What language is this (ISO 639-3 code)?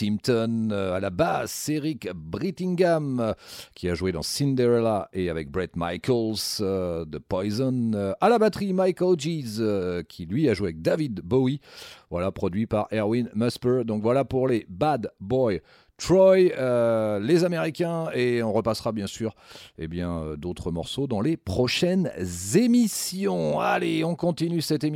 fra